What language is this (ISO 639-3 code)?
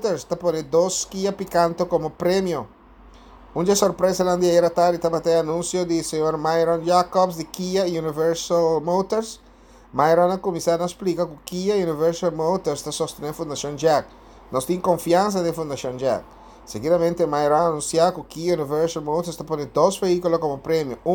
pap